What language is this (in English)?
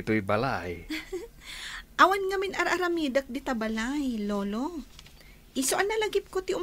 Iloko